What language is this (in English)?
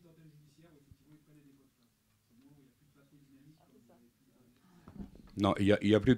French